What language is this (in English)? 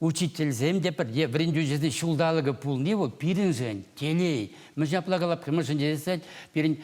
Chuvash